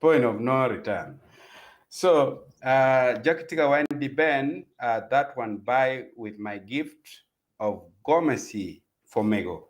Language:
Acoli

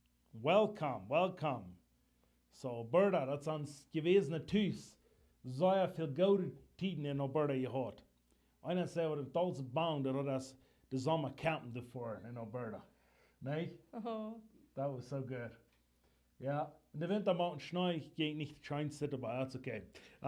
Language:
Plautdietsch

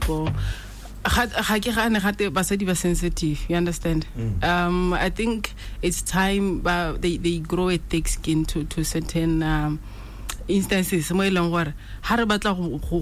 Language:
Tswana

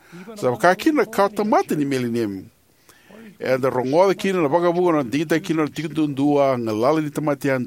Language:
Fijian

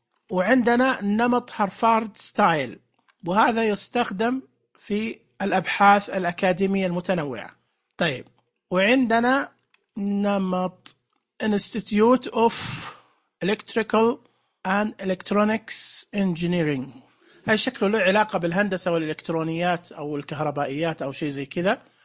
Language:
Najdi Arabic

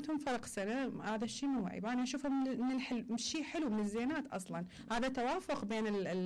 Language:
Mesopotamian Arabic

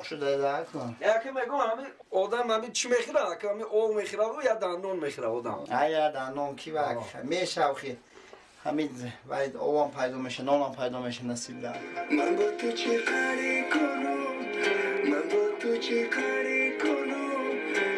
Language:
Tajik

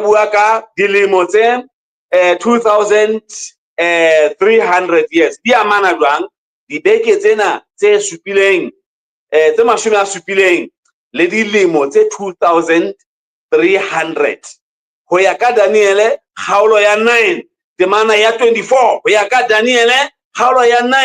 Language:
Southern Sotho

